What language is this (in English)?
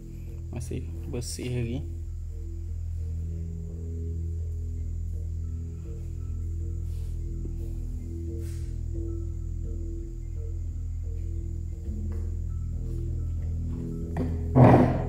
Malay